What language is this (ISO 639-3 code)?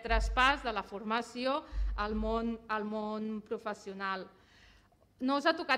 cat